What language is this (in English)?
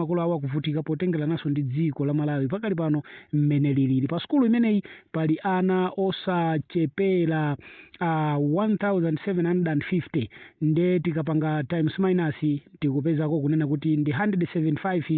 Nyanja